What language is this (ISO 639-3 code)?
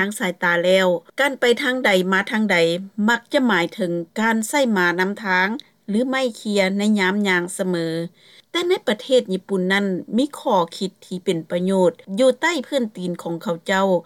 lao